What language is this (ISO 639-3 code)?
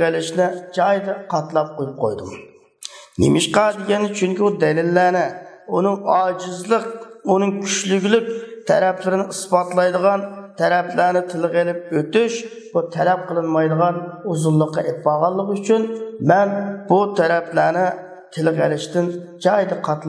uig